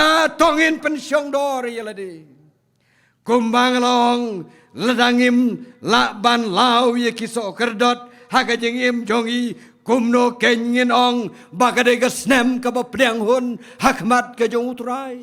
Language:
Khasi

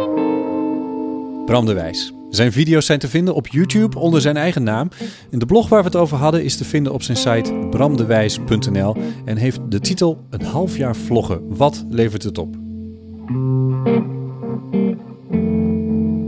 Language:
Dutch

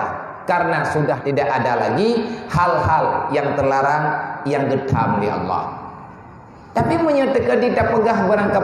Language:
Achinese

